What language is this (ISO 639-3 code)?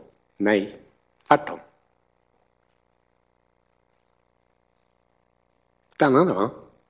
swe